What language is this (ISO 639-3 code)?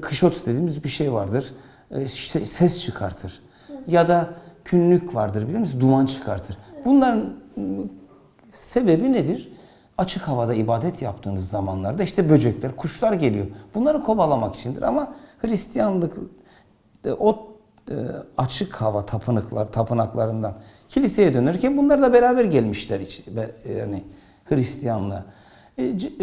tur